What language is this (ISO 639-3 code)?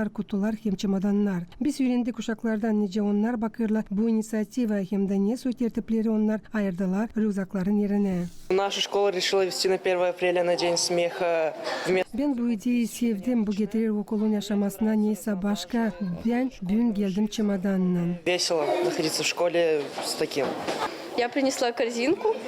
gag